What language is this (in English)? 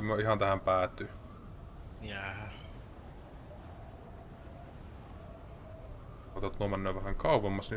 Finnish